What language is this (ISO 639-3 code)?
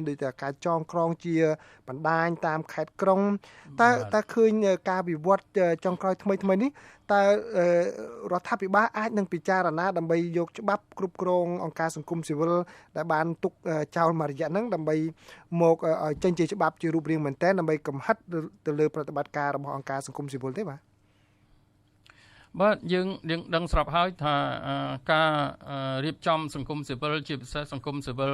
khm